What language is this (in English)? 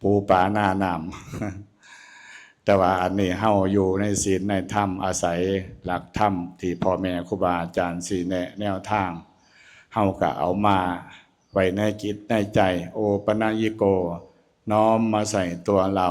Northeastern Thai